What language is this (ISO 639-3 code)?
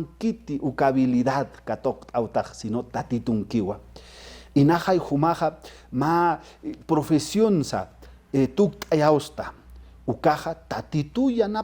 aym